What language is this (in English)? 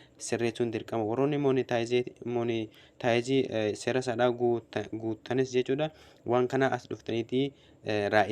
Oromo